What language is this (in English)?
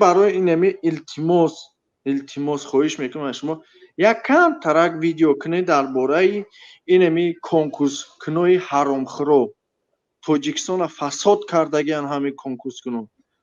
Tajik